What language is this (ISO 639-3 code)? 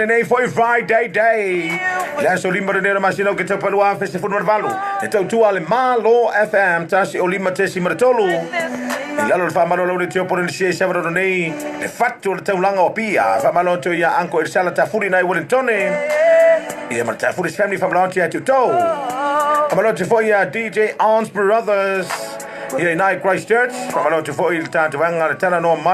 smo